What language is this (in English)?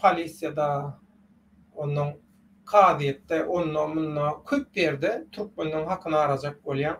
Turkmen